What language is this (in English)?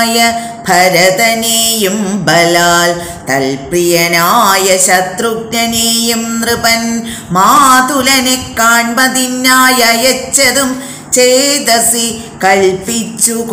Malayalam